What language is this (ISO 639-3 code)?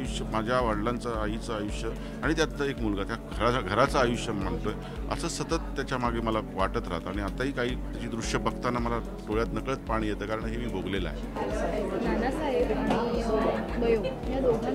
mar